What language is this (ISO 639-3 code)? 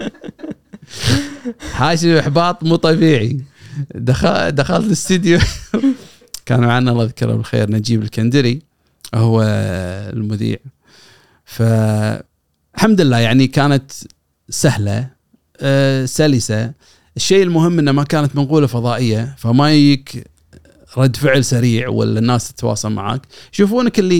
afb